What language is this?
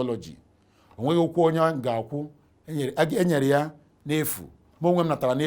Igbo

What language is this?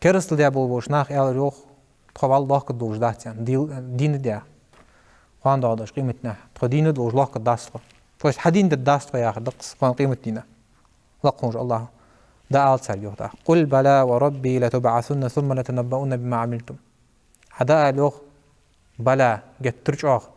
Ingush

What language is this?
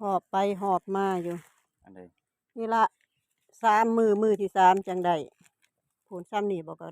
Northeastern Thai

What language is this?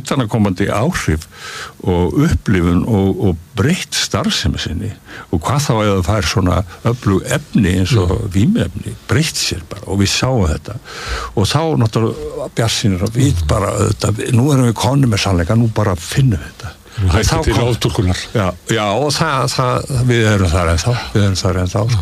Icelandic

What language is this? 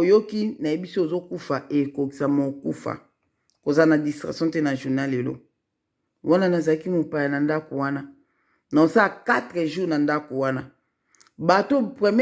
Lingala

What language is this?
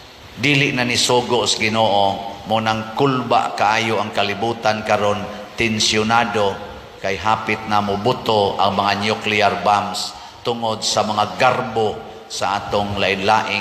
Cebuano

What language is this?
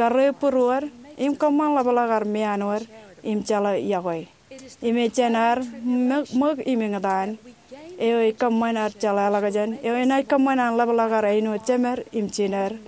Marshallese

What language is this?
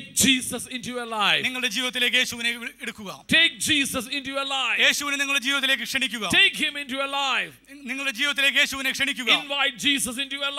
Malayalam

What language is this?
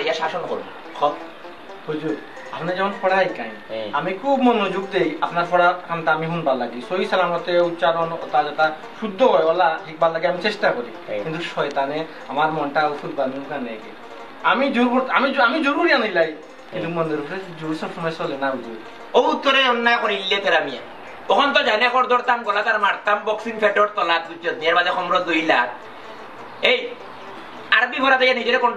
Sylheti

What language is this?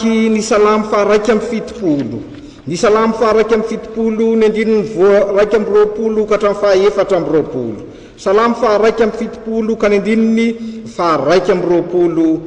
Malagasy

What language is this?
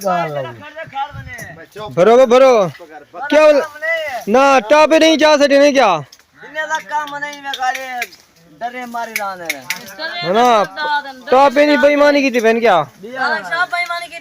Saraiki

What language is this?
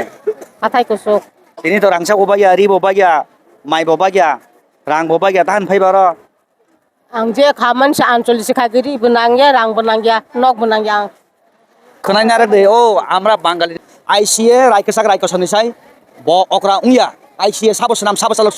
Kok Borok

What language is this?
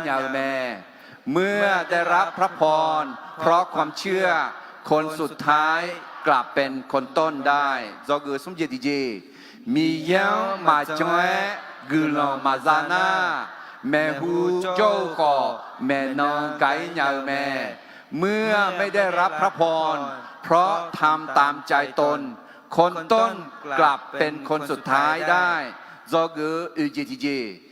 Akha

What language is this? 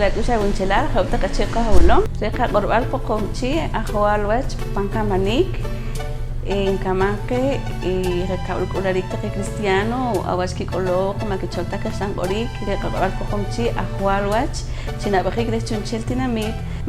Poqomchi'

